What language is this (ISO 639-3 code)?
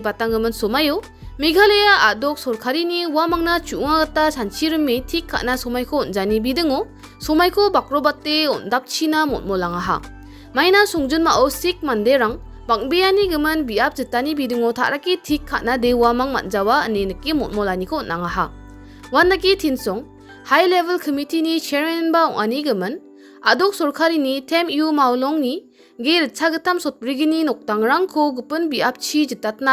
grt